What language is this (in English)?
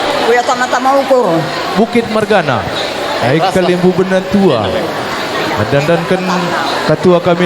Batak Karo